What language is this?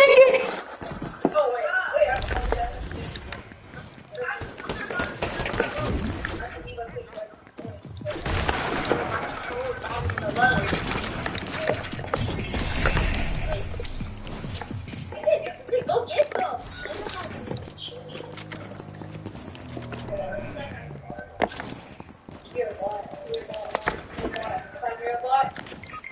English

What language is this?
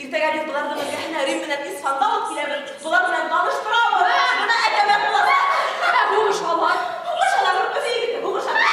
Bashkir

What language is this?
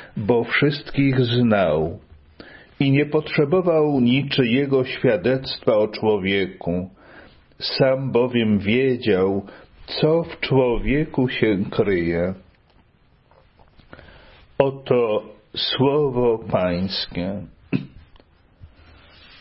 Polish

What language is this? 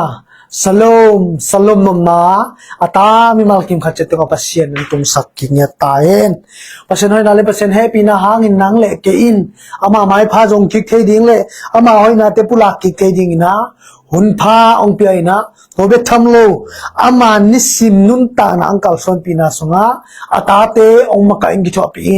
Tedim Chin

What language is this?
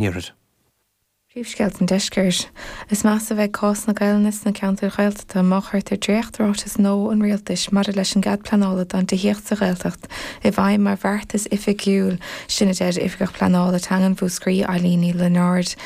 Irish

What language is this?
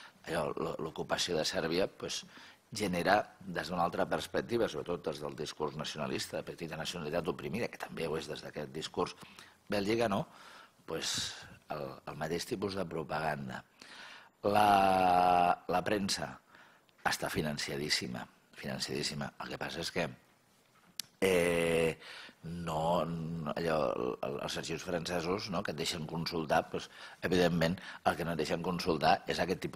Catalan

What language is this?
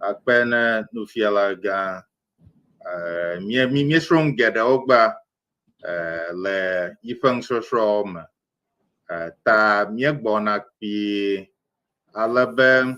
Ewe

